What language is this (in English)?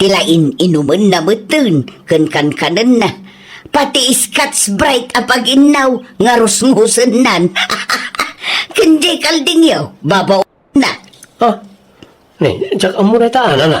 Iloko